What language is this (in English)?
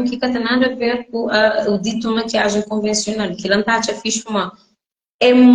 Kabuverdianu